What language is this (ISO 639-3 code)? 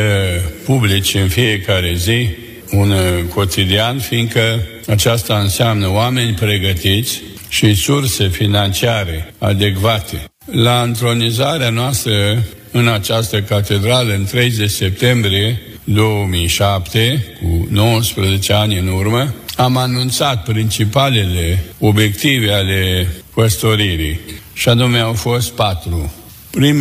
ron